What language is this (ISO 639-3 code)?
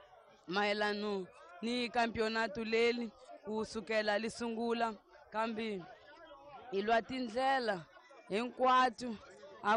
tso